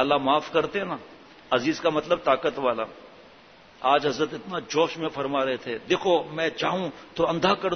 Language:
Urdu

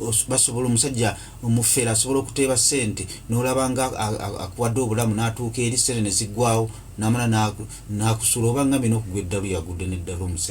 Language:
Ganda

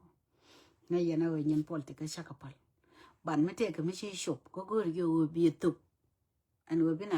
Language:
Nuer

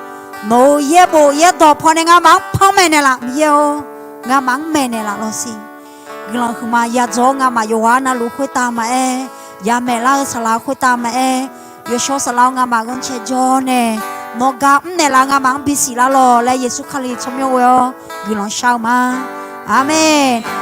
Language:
Akha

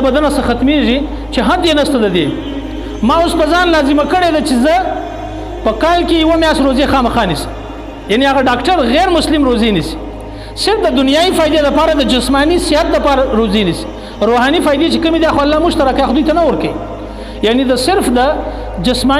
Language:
Pashto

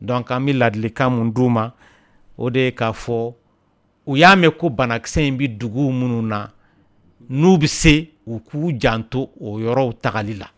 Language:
Dyula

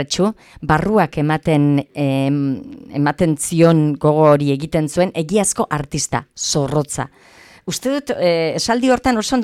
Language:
Basque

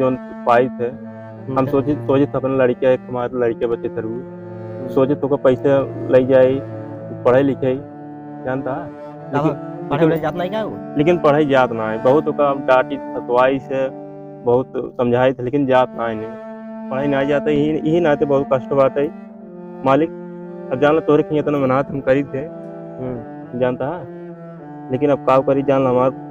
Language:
Awadhi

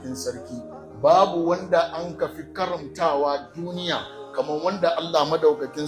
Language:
Hausa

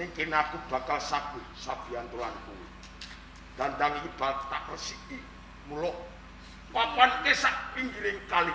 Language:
Javanese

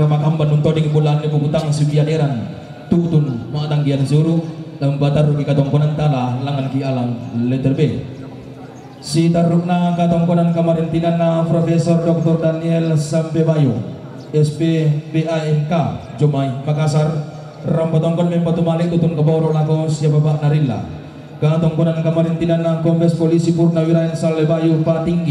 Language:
Toraja-Sa'dan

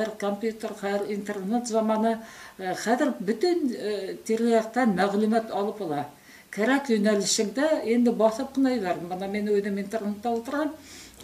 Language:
Bashkir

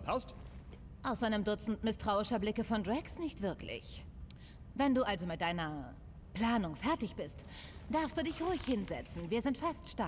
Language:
Swiss German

